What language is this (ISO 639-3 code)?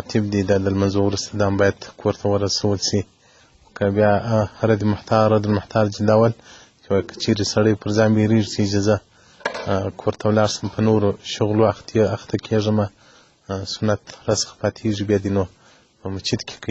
pus